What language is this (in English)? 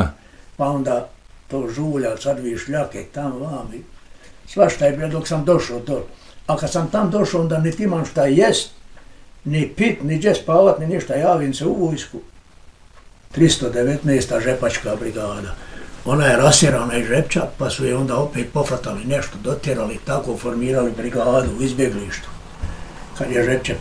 Bosnian